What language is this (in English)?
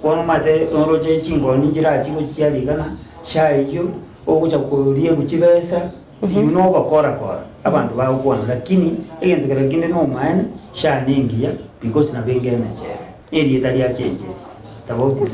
Gusii